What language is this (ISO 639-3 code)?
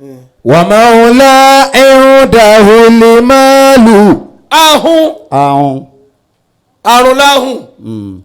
yor